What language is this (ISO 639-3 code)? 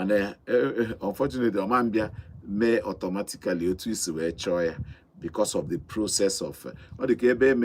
ibo